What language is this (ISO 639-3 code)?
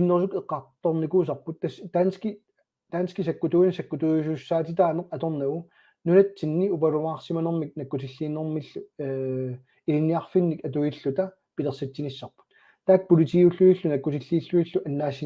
kal